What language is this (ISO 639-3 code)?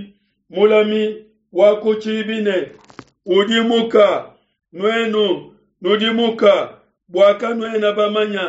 lua